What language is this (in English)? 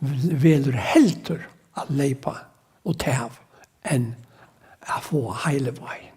Faroese